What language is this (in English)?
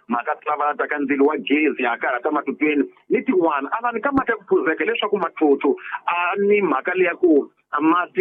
Tsonga